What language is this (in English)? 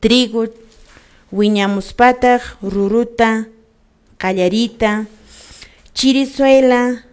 Quechua